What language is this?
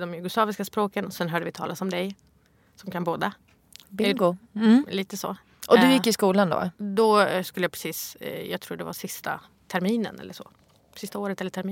Swedish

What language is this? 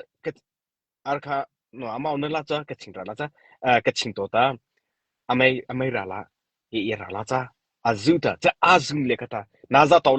Mara Chin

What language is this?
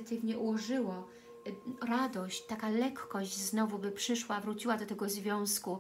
Polish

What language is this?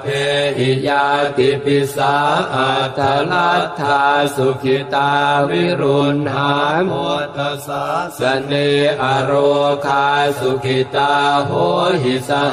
Pali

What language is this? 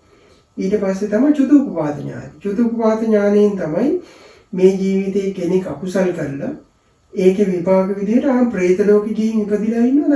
Sinhala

